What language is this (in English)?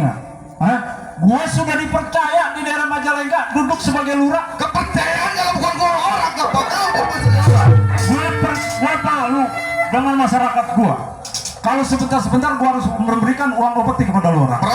Betawi